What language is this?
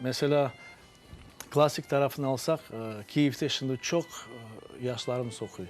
Crimean Tatar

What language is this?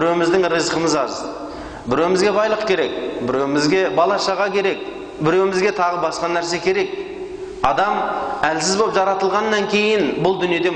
Kazakh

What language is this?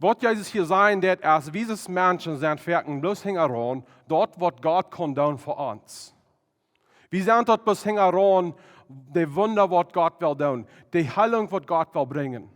Plautdietsch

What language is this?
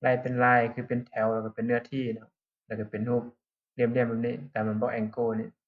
Lao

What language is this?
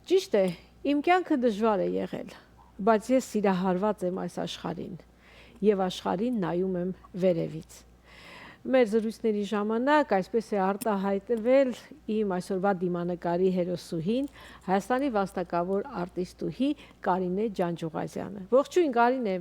Western Armenian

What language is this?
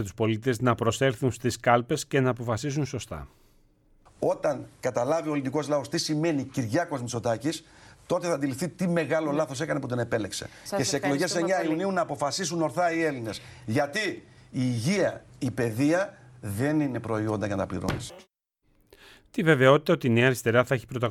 Greek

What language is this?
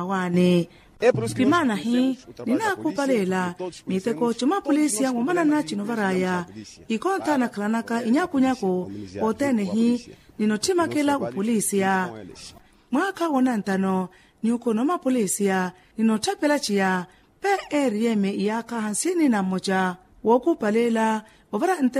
Makhuwa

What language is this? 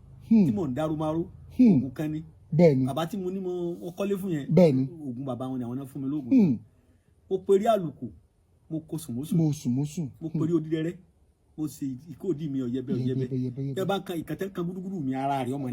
Yoruba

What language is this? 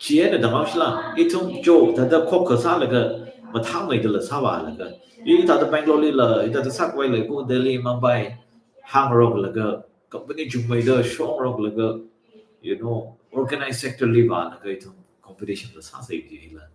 Tangkhul Naga (India)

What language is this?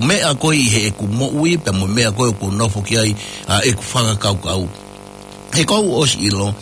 Tongan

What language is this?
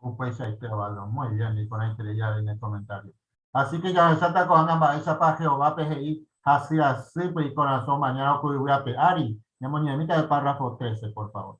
Guarani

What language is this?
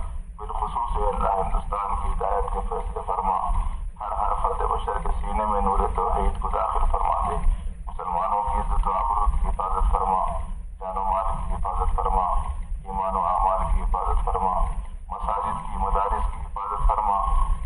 Urdu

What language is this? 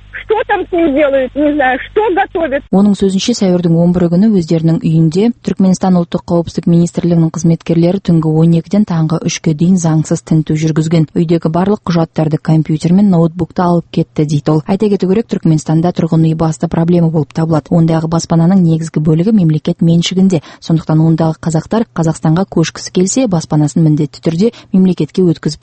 Kazakh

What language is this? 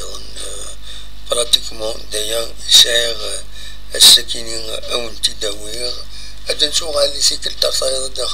Kabyle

